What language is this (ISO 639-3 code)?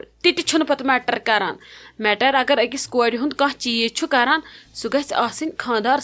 kas